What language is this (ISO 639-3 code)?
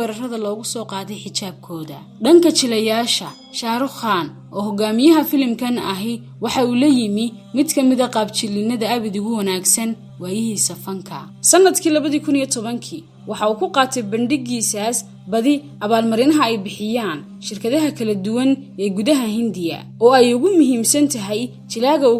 som